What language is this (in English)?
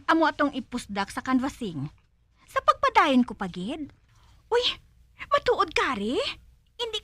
Hiligaynon